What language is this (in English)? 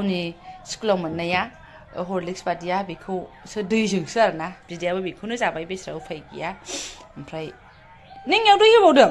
Bodo